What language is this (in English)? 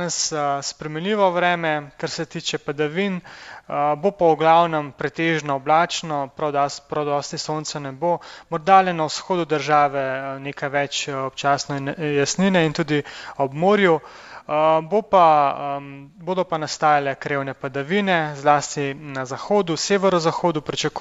Slovenian